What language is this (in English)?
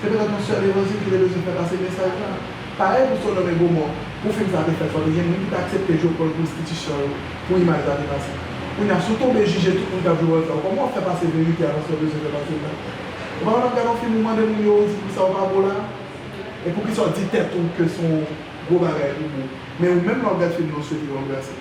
Haitian Creole